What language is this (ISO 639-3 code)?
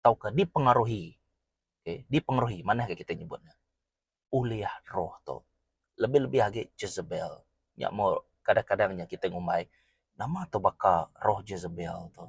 iba